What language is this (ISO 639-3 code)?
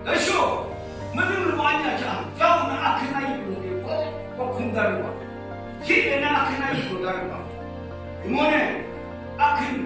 yim